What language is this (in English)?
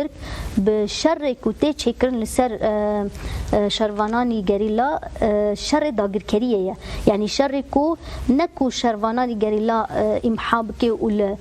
Kurdish